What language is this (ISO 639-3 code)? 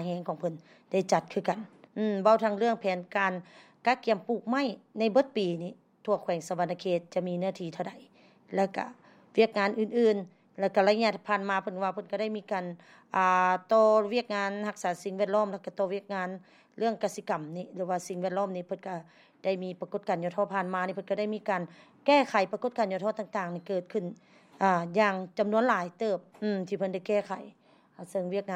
lao